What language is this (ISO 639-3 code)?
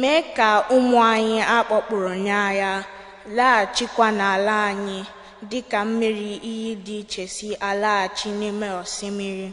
ibo